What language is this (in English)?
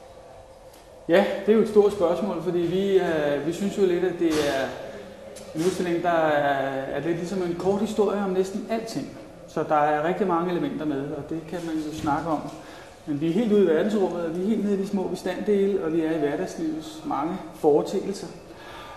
Danish